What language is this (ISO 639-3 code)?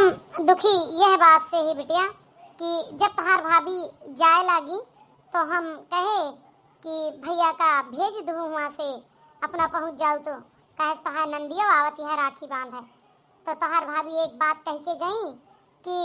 awa